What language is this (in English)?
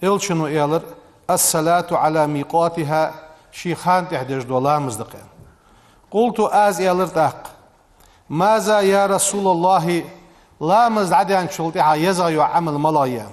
Ingush